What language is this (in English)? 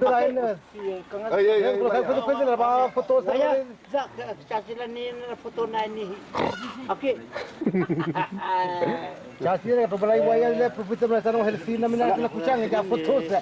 Dehu